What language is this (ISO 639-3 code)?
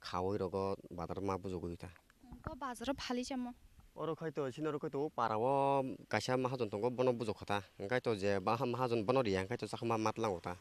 trp